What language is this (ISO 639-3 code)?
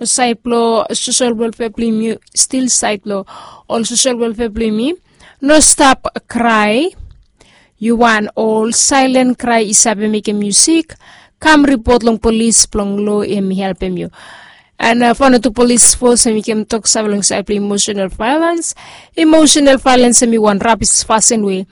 bis